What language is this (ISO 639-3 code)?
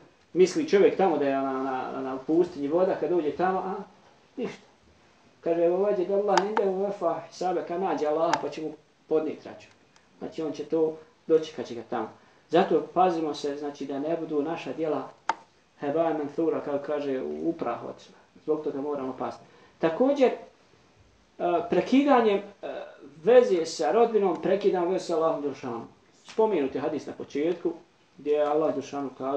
bos